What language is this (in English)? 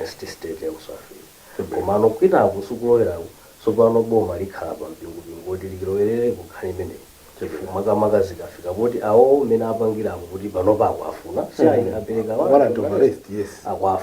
Nyanja